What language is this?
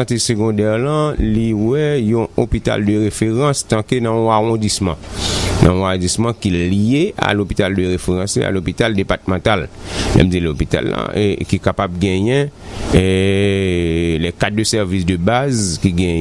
Haitian Creole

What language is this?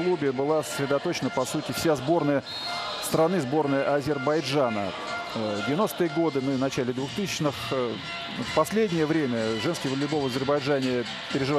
Russian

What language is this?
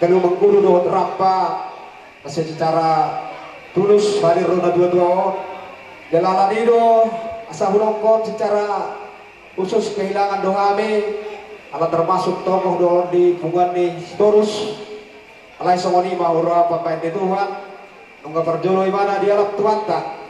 Batak Toba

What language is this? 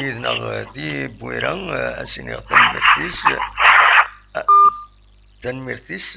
Kabyle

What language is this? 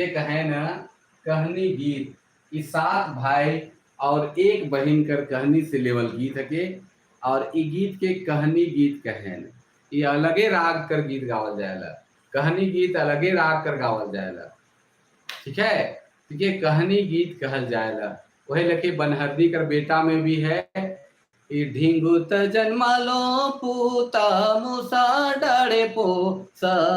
Sadri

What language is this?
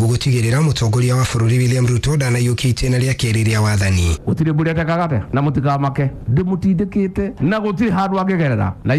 Kikuyu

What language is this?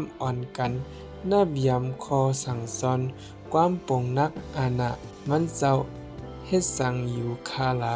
Shan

